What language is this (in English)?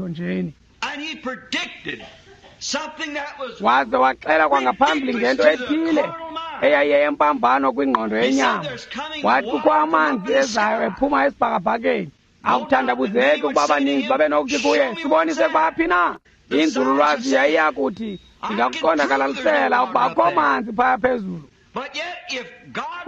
Xhosa